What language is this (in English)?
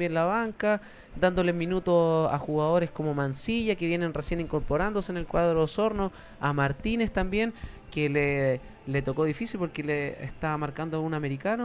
Spanish